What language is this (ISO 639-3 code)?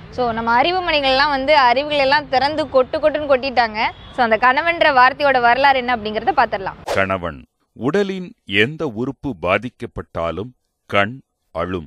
tam